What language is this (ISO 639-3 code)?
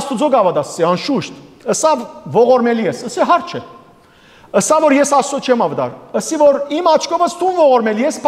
hyw